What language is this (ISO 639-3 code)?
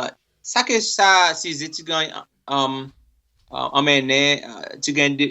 crs